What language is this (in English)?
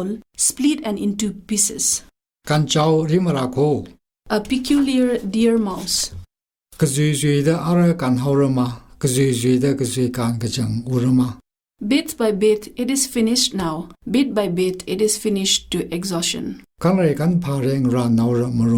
Tangkhul Naga (India)